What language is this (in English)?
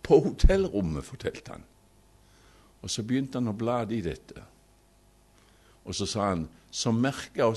Norwegian